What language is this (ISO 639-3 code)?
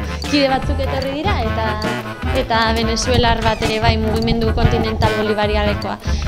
eus